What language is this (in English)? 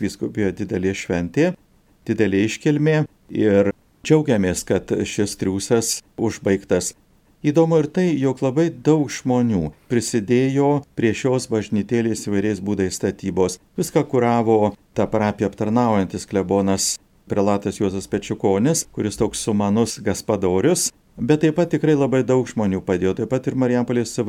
Lithuanian